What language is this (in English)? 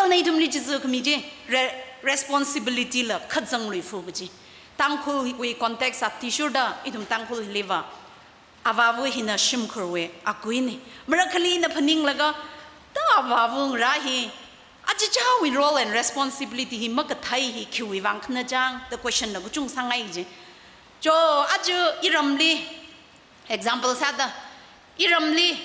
Tangkhul Naga (India)